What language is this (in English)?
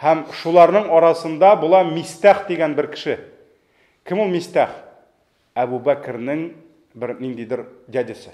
Tatar